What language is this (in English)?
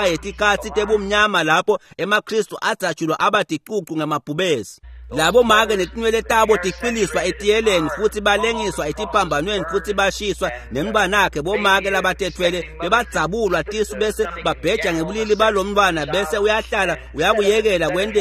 Swati